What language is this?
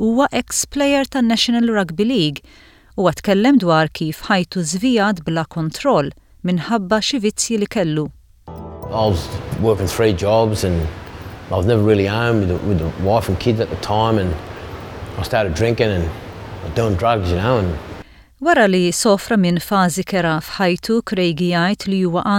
Maltese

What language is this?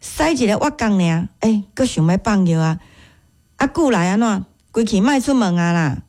Min Nan Chinese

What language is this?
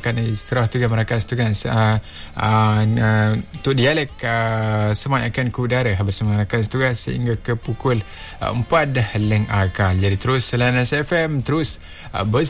Malay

